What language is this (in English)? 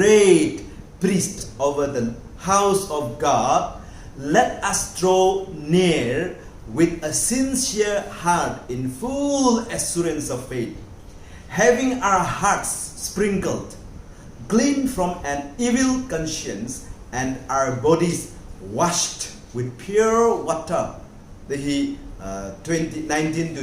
Tangkhul Naga (India)